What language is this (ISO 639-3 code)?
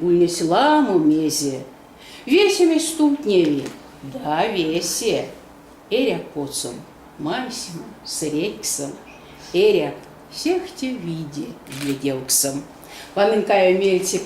myv